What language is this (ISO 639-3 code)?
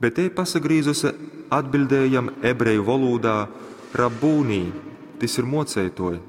ltg